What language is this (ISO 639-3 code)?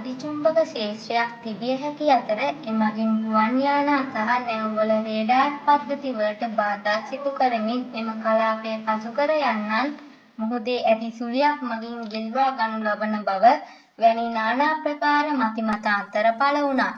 sin